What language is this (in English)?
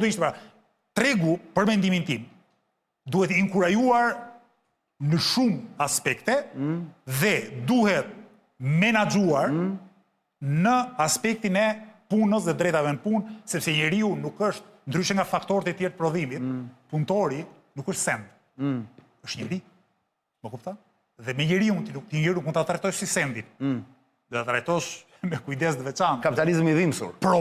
Albanian